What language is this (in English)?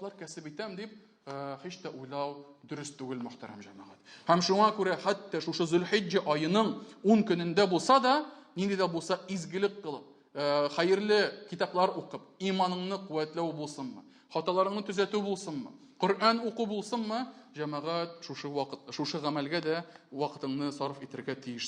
Tatar